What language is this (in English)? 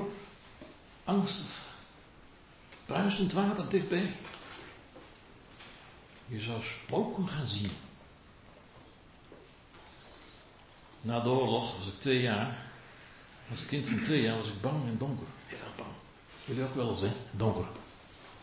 Dutch